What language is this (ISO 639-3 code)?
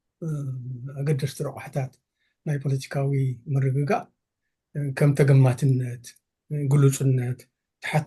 tir